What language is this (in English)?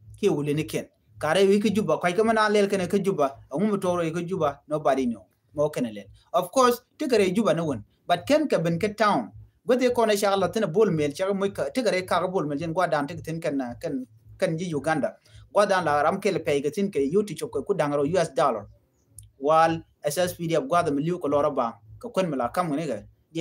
Nuer